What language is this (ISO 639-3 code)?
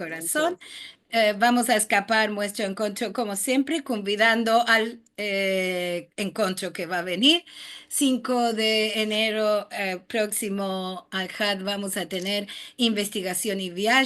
lad